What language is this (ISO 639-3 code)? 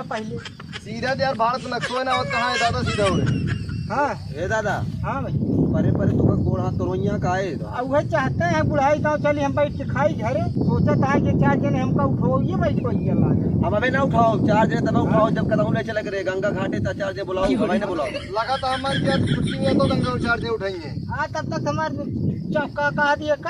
awa